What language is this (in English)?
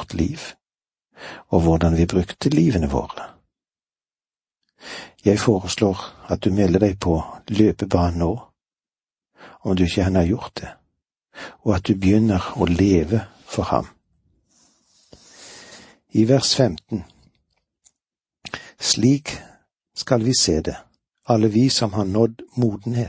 Norwegian